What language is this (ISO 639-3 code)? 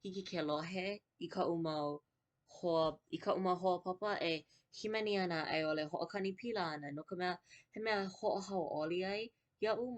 haw